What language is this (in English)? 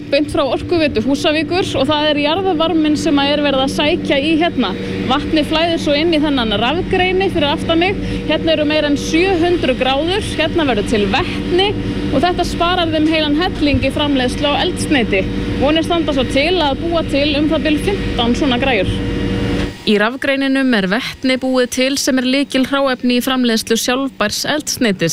Icelandic